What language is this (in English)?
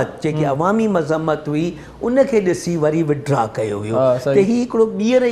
Sindhi